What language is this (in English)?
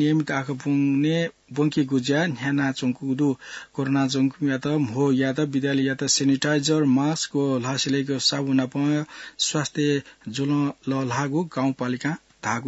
Newari